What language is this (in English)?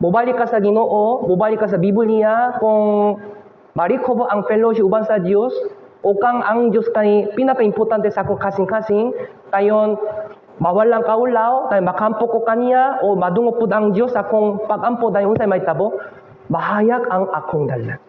Cebuano